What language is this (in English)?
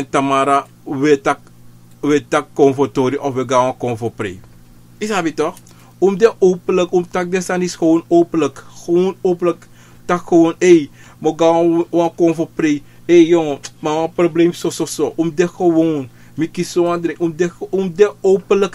Sranan Tongo